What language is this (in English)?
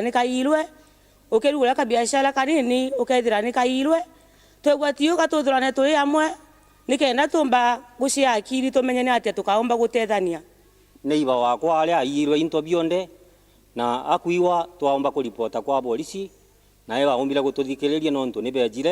Meru